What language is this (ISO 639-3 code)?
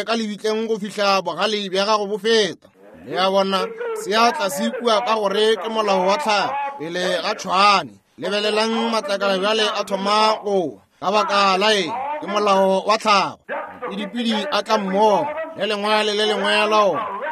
nso